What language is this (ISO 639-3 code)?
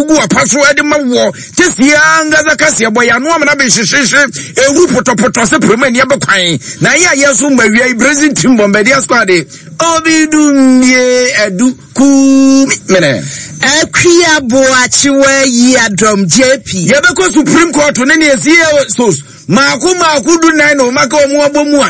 aka